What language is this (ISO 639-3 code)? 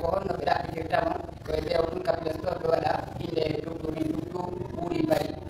fuf